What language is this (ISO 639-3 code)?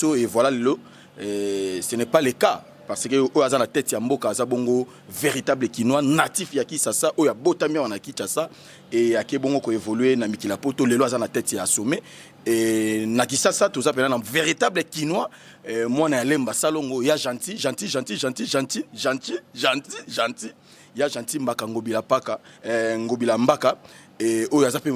lin